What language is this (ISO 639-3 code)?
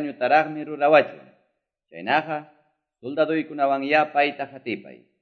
que